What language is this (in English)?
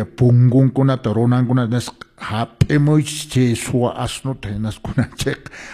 Quechua